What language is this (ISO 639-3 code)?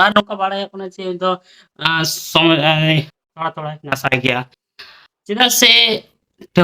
sat